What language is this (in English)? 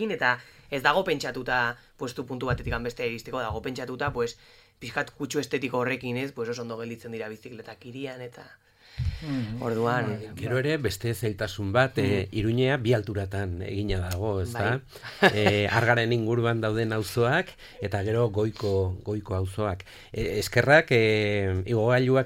Basque